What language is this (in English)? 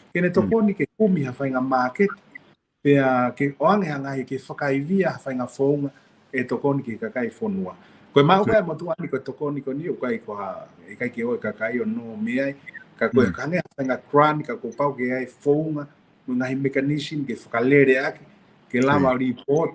Tongan